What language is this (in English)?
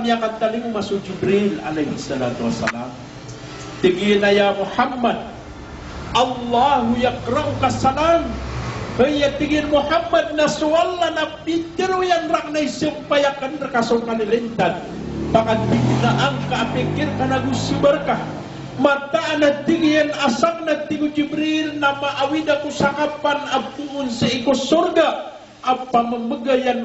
Maranao